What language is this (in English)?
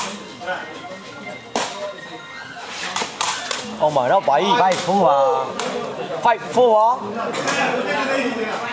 Burmese